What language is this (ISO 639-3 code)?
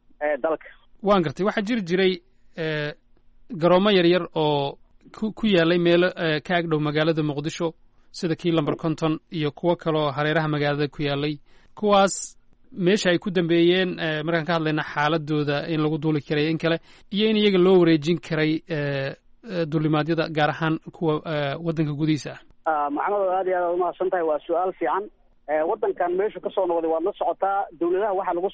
som